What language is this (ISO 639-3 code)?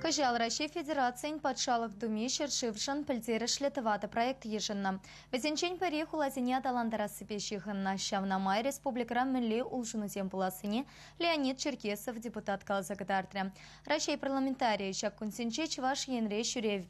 chv